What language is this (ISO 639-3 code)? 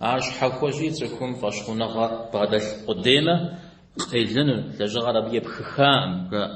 kbd